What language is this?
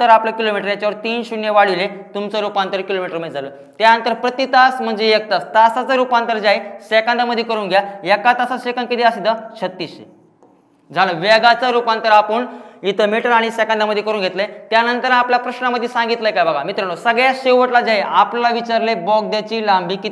Marathi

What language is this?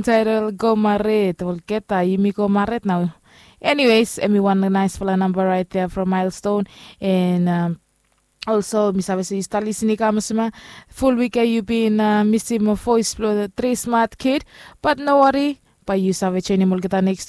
Bislama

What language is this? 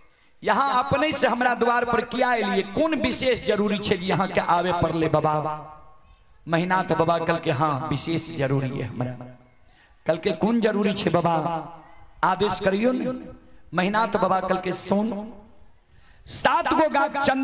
Maithili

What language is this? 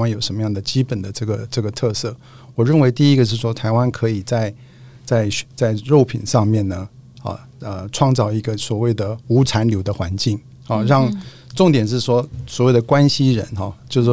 Chinese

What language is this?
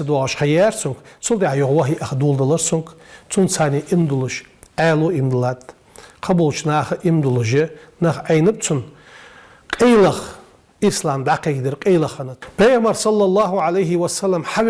Ingush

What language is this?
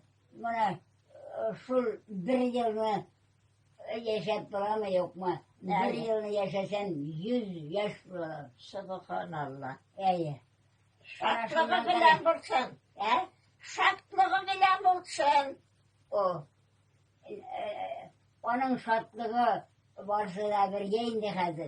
Tatar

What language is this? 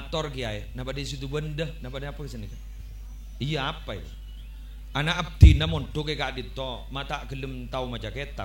Madurese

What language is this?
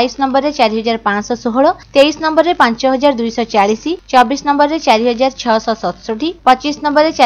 Odia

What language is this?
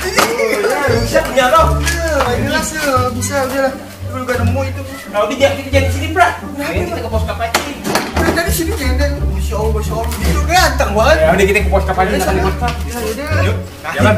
Betawi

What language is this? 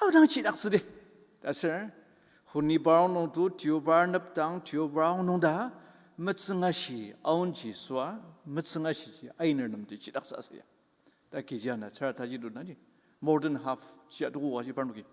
Ao Naga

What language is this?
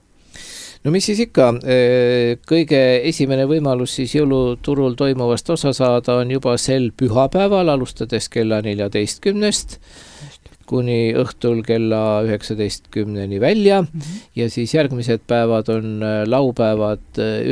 Estonian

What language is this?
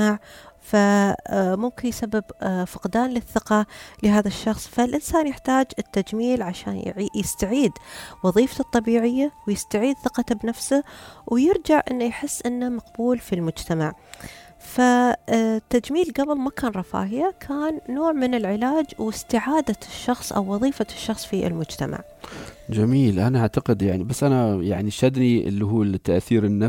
Gulf Arabic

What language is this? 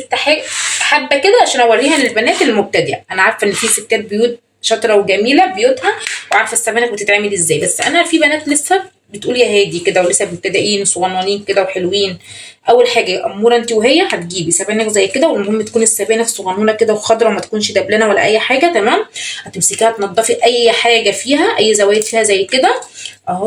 Egyptian Arabic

